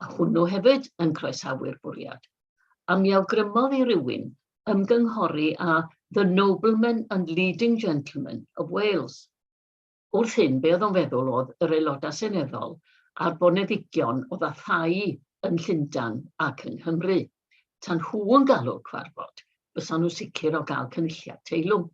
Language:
Welsh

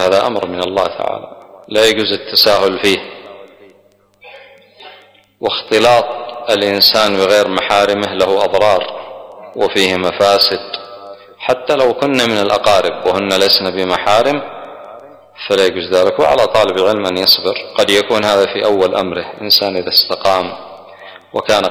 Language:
Arabic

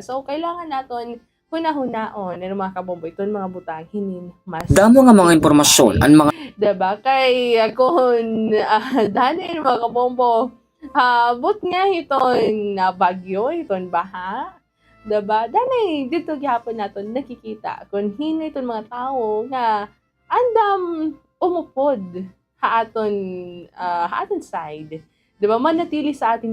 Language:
Waray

